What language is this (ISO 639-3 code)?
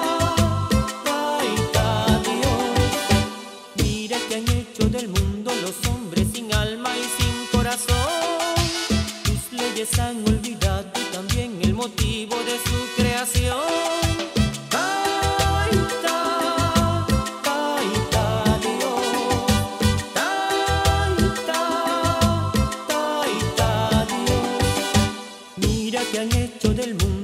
spa